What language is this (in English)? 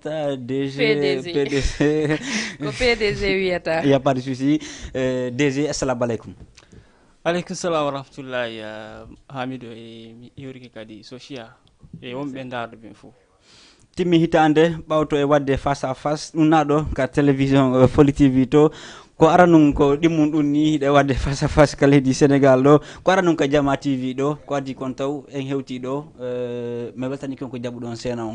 Fula